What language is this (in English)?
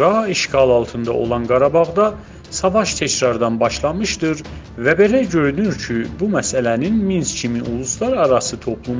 South Azerbaijani